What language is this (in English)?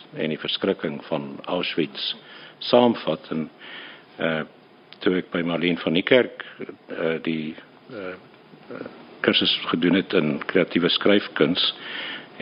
Afrikaans